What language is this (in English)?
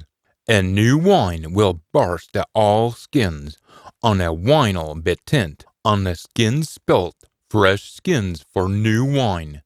Scots